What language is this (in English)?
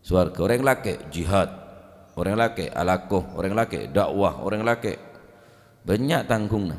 Madurese